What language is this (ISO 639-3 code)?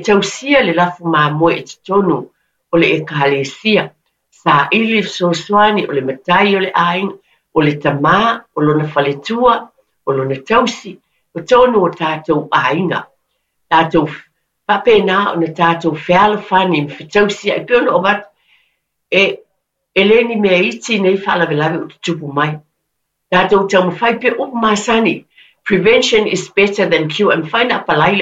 smo